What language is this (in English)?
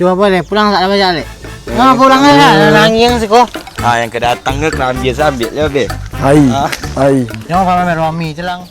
Minangkabau